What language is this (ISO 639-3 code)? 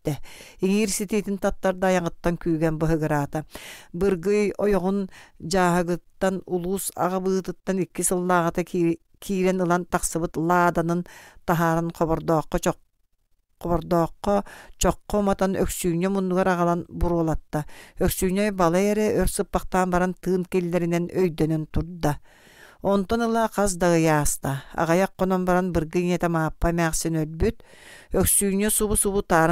sah